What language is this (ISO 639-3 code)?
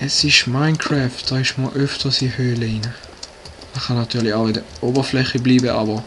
gsw